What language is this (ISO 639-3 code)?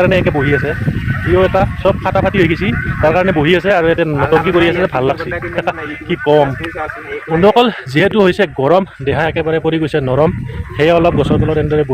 asm